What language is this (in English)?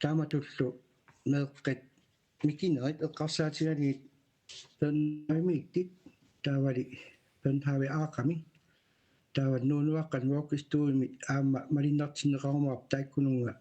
Kalaallisut